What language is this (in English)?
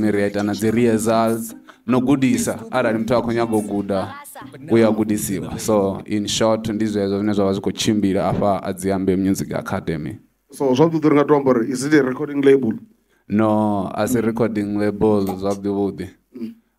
Venda